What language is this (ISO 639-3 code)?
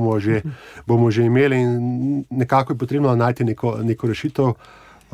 slv